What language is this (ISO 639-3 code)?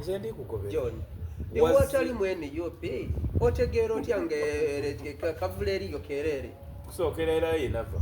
xog